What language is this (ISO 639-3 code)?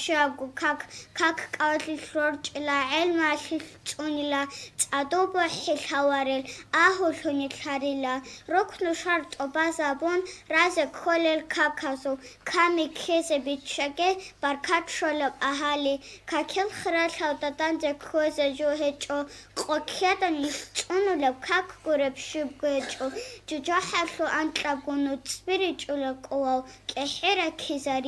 ava